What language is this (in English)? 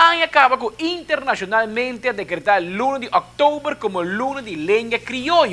Papiamento